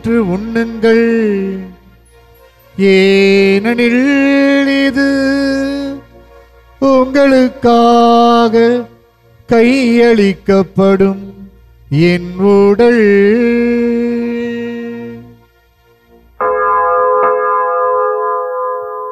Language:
Tamil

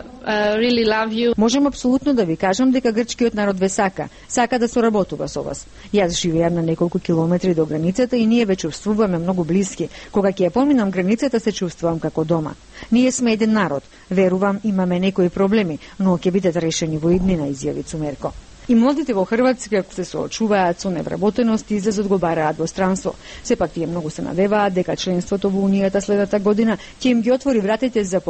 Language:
Macedonian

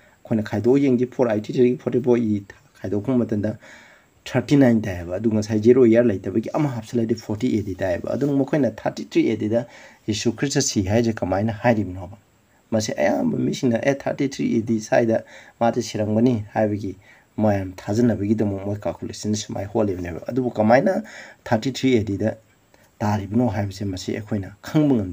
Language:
Manipuri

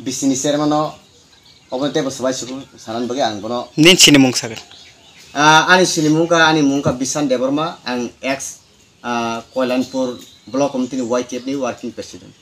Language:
Kok Borok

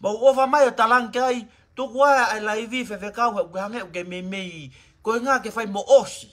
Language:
Tongan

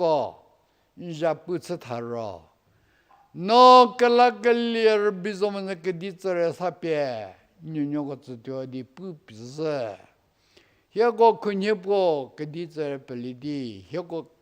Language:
Angami Naga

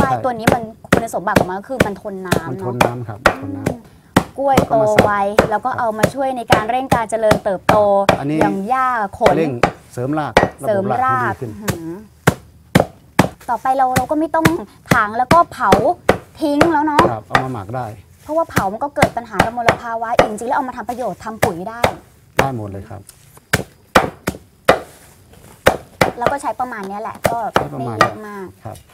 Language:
Thai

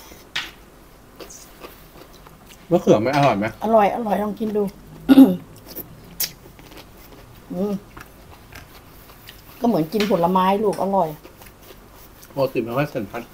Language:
Thai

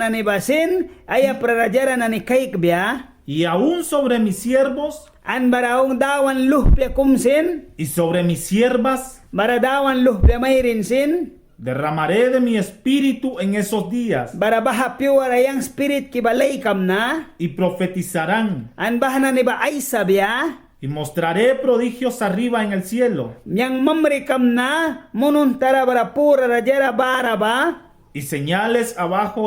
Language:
Mískito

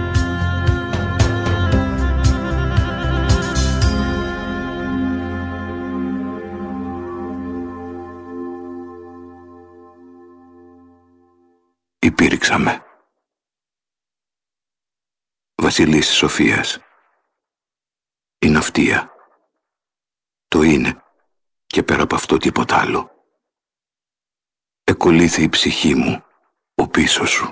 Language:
Greek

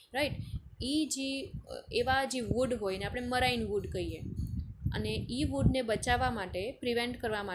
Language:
Gujarati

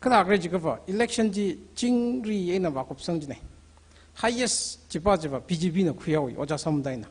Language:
Tangkhul Naga (India)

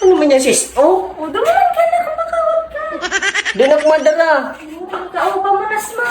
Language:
Bikol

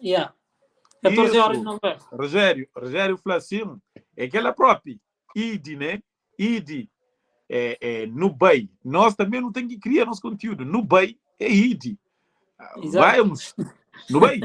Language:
Kabuverdianu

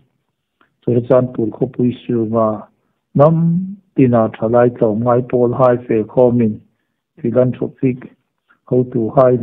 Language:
Hmar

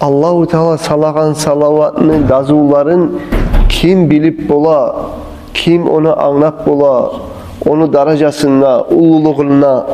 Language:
Kumyk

